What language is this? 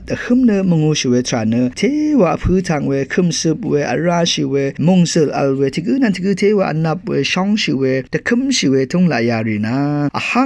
Rawang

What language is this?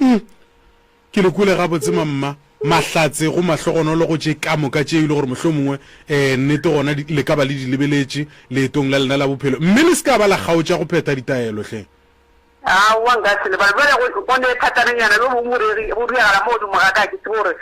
Northern Sotho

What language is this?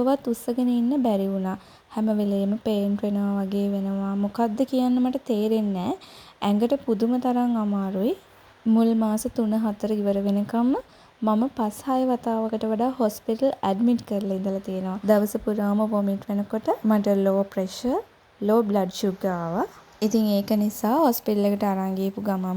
Sinhala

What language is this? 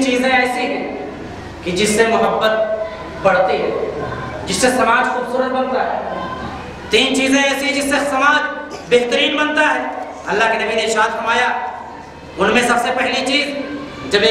Urdu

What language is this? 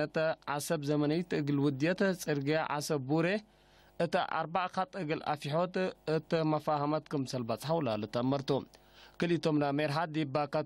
Tigre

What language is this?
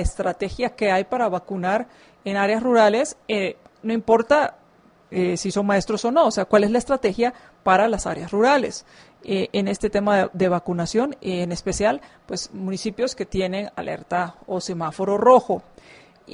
Spanish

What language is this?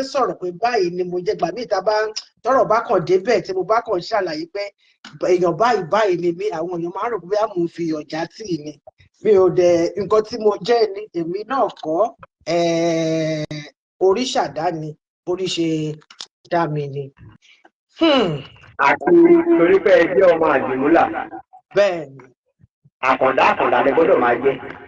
Yoruba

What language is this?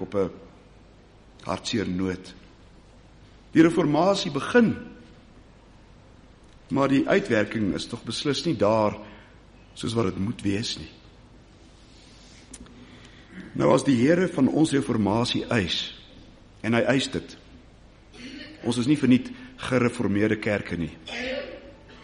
Afrikaans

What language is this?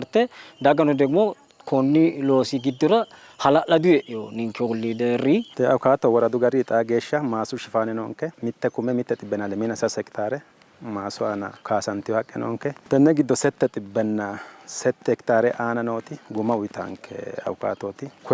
Sidamo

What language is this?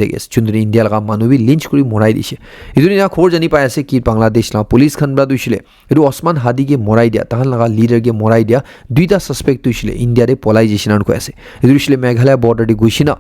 Naga Pidgin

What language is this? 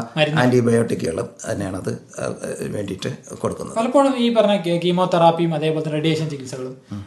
Malayalam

